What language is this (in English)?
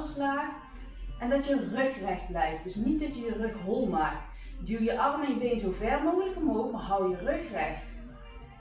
Dutch